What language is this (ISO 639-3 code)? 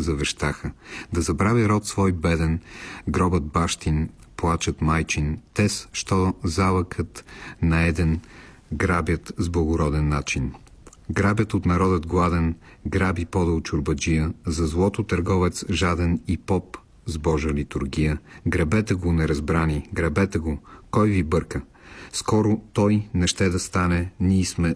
bul